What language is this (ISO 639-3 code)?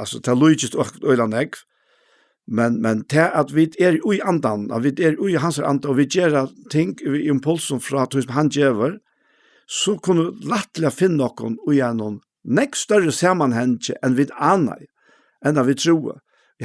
fao